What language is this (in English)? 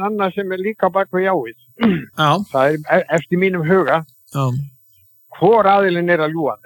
Icelandic